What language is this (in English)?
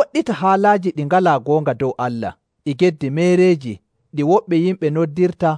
Nigerian Fulfulde